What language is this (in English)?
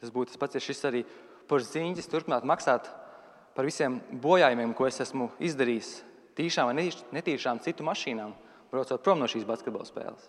Latvian